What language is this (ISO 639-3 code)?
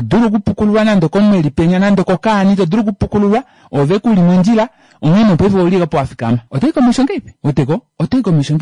kua